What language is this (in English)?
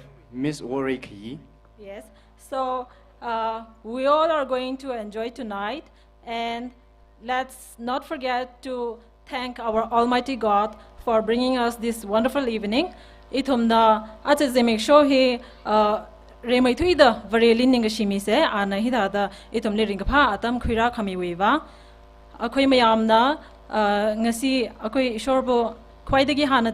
Tangkhul Naga (India)